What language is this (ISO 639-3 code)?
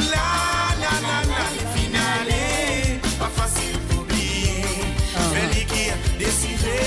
mfe